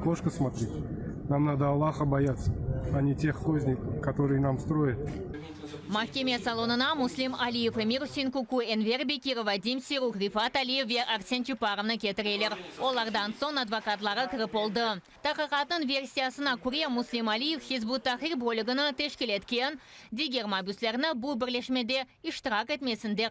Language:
Crimean Tatar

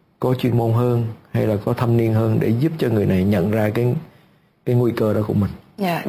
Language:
Vietnamese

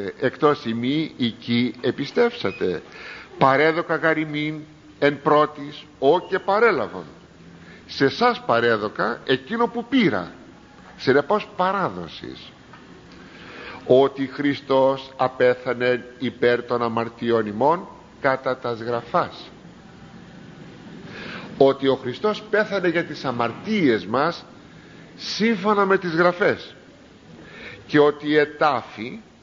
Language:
Greek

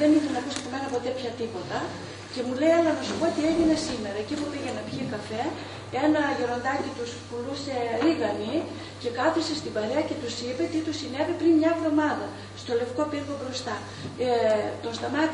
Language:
Greek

